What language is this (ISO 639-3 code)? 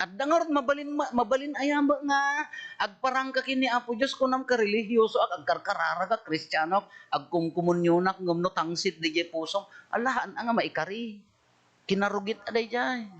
ilo